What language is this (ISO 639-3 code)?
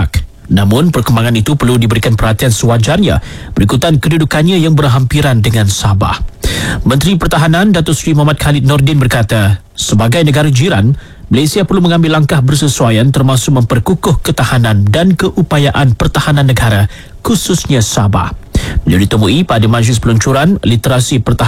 msa